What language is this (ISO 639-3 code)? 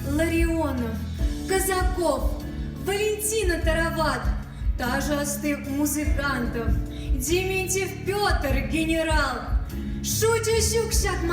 chv